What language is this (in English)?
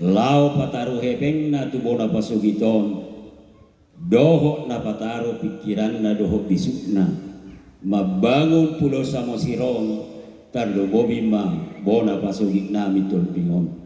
Batak Toba